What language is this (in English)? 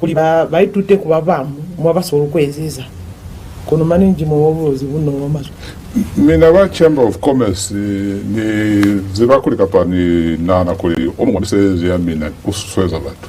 Lozi